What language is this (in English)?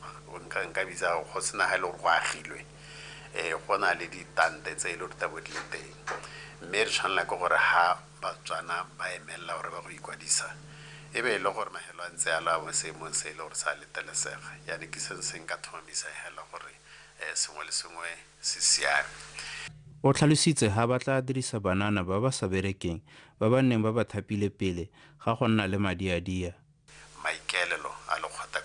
Tswana